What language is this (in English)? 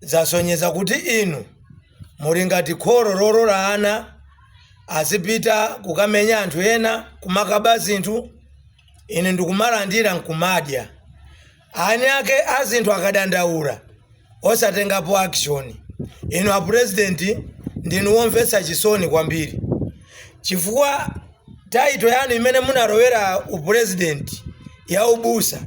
Nyanja